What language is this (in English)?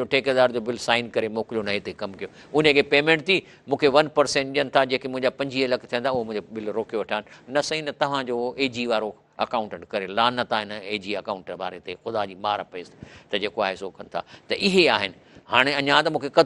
Sindhi